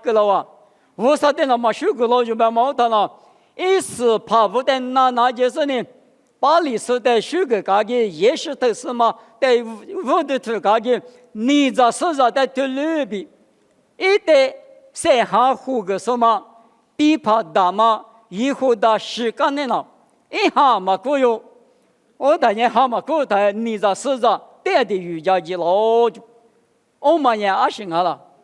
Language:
Lisu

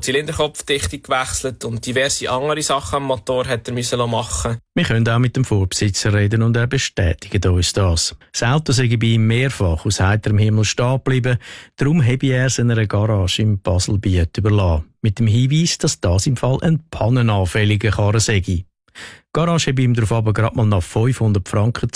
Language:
German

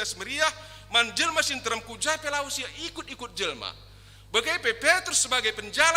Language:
Batak Karo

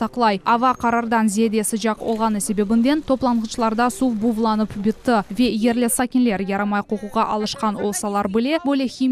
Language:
Crimean Tatar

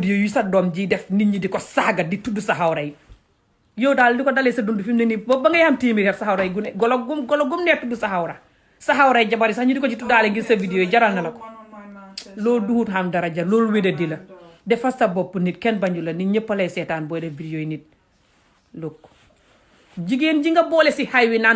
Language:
Wolof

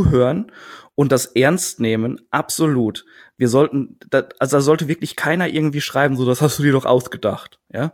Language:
German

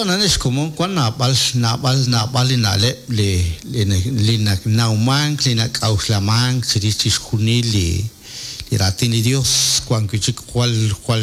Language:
Kekchí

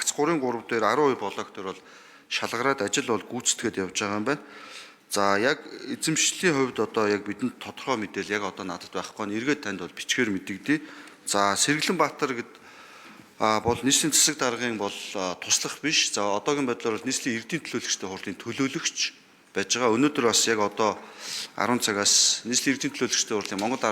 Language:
Mongolian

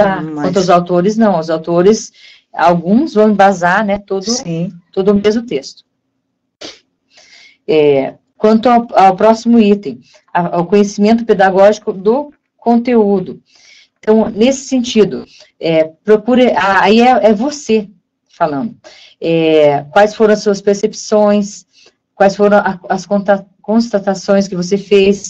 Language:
Portuguese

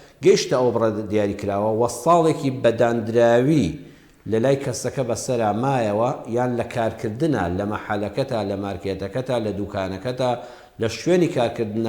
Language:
Central Kurdish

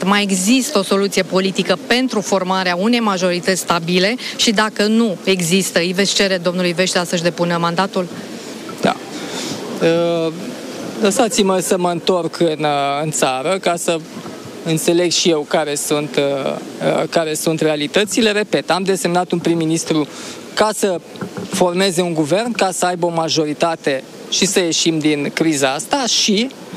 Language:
Romanian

